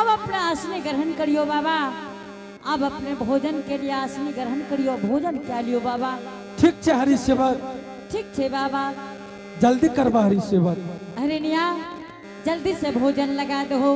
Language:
Angika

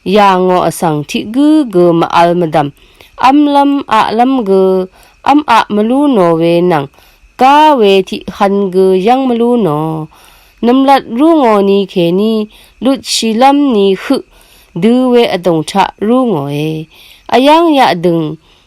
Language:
Rawang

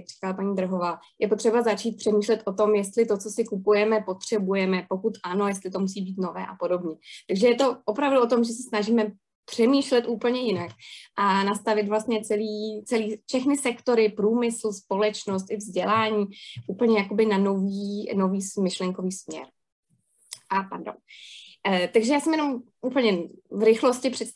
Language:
Czech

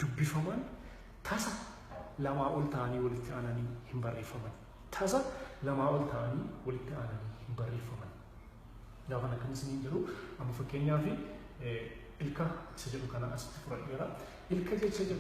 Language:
Oromo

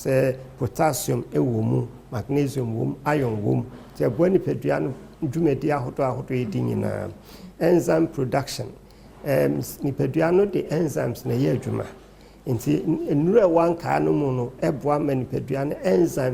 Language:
Akan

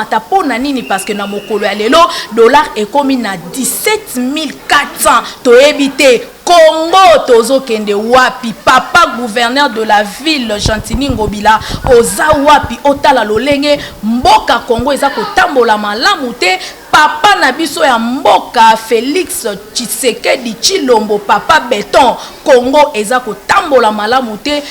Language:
Lingala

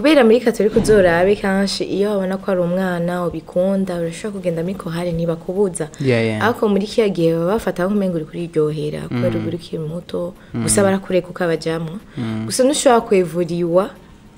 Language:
Rundi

